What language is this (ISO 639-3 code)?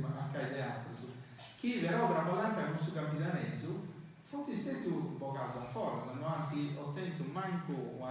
srd